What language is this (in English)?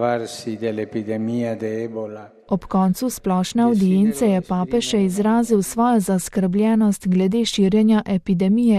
Slovenian